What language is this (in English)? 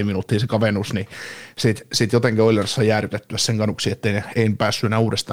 Finnish